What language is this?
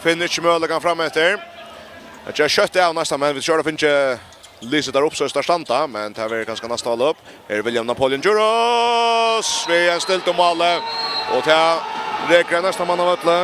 Faroese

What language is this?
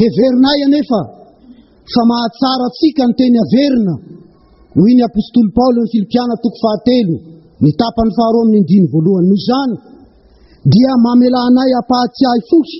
Malagasy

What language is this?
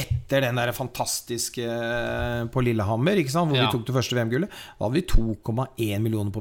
Norwegian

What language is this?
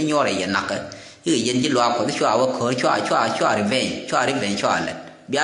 Nuer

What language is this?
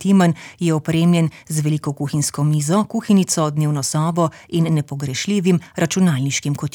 Slovenian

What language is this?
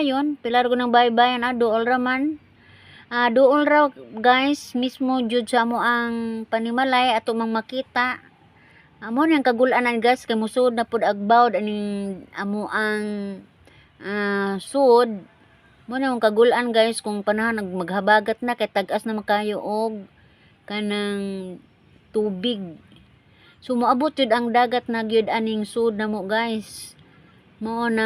Cebuano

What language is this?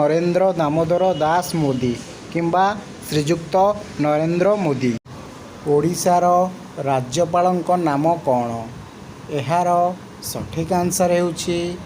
Odia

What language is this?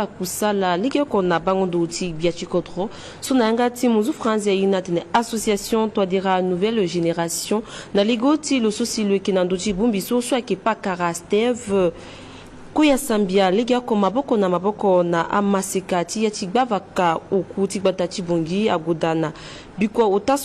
Sango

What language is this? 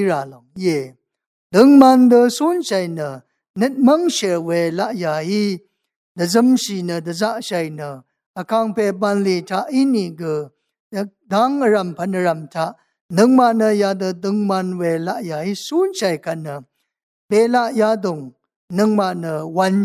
Rawang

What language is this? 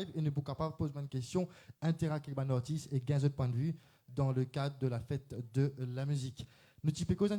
Morisyen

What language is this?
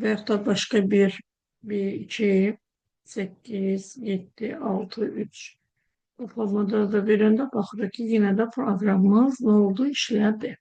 Azerbaijani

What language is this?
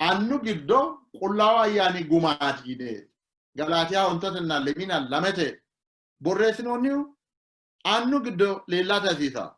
Sidamo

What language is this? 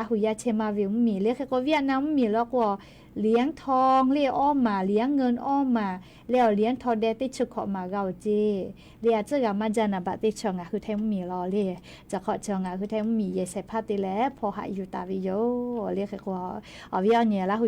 Lahu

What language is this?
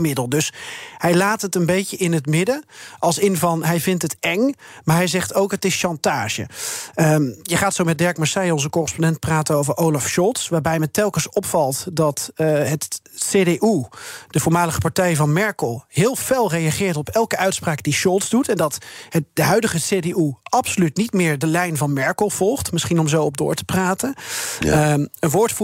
Dutch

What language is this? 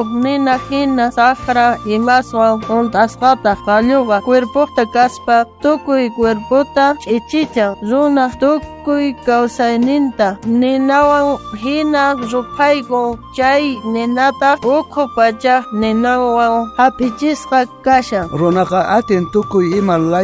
South Bolivian Quechua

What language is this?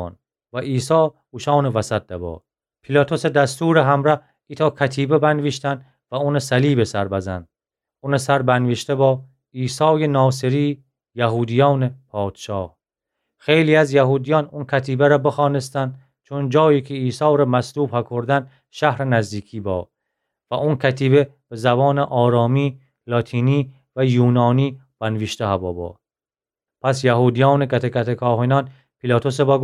Gilaki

